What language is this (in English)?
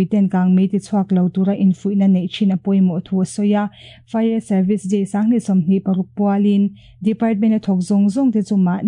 Mizo